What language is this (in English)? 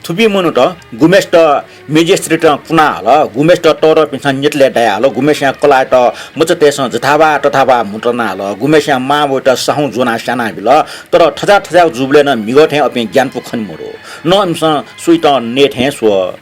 Newari